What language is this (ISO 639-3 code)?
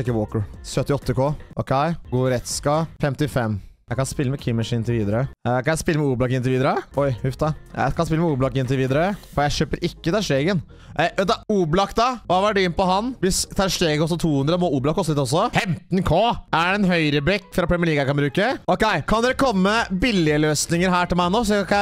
nor